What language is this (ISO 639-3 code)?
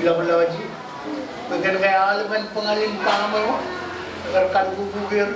mah